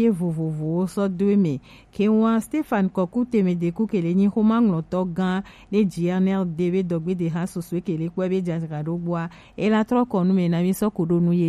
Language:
Gen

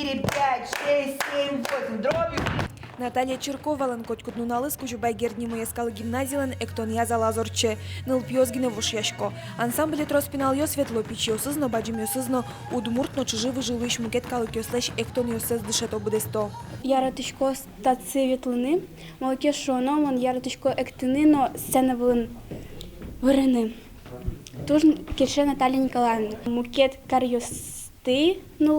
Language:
Udmurt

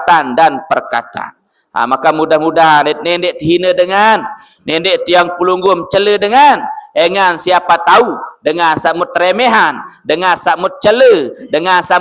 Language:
Sasak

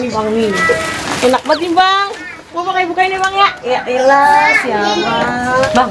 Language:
Betawi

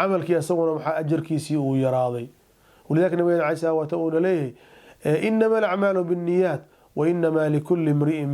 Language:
Somali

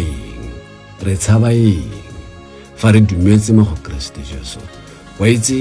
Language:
Tswana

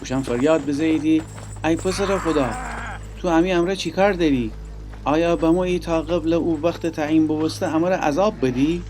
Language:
Gilaki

